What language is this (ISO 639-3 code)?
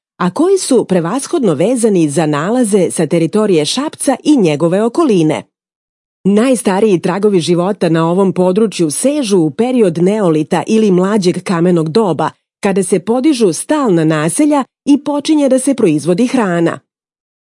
srp